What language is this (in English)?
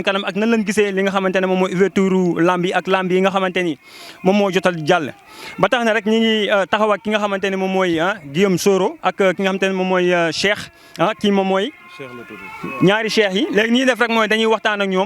Wolof